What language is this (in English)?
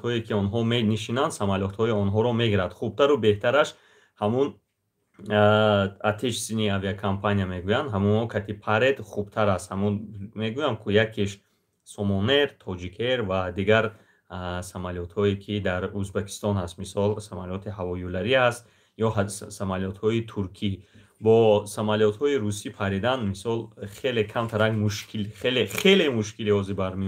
Tajik